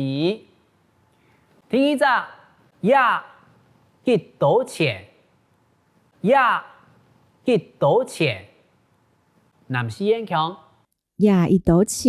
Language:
Hakka Chinese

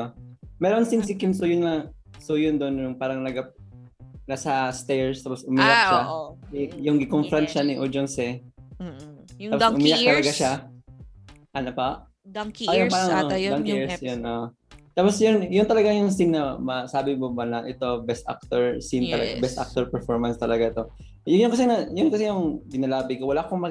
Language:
Filipino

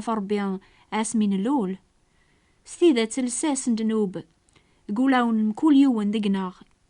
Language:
Kabyle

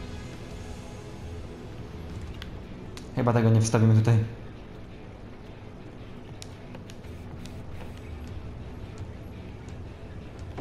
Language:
Polish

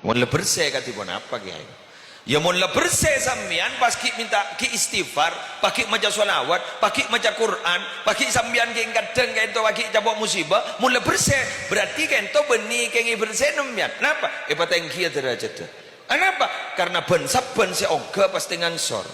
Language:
Madurese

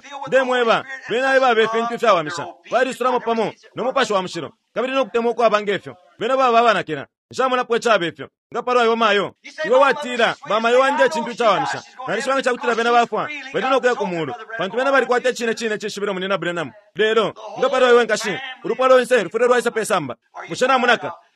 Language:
Bemba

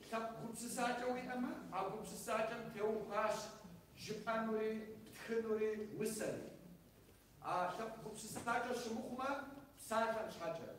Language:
Kabardian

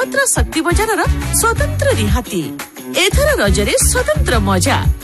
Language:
Odia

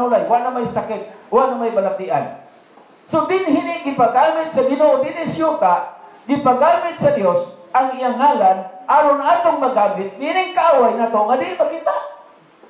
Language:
Cebuano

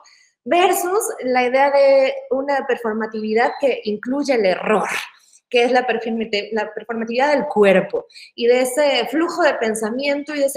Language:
Spanish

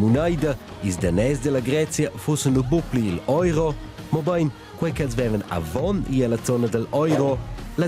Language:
Romansh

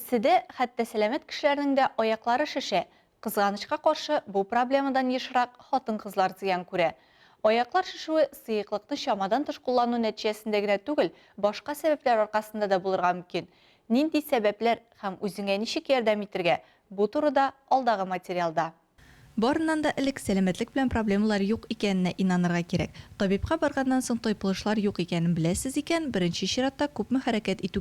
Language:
Tatar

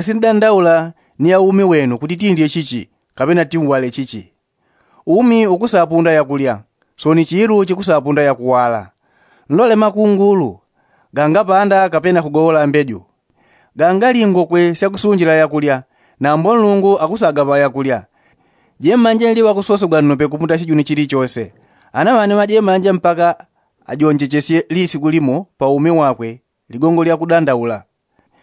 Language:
Yao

